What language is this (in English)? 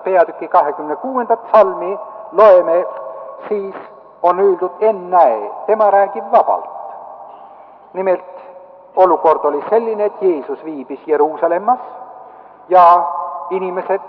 Estonian